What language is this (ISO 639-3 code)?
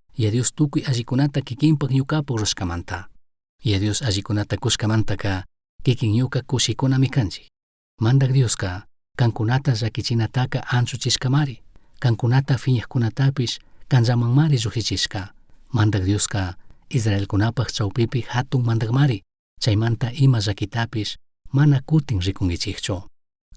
qug